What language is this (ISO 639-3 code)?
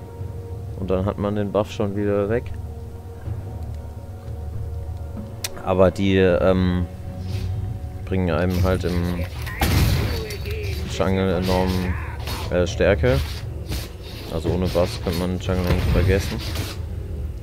deu